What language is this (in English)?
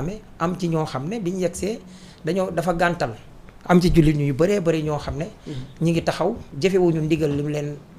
Wolof